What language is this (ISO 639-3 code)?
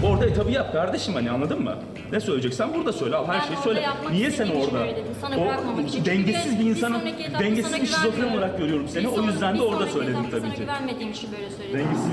tur